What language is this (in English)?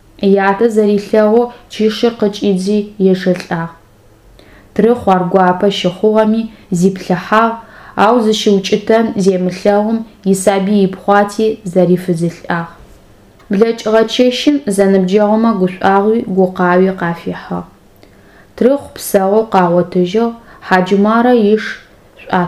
Adyghe